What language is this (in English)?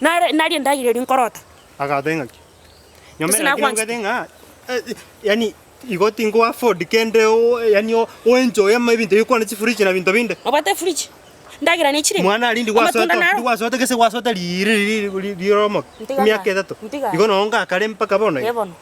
Gusii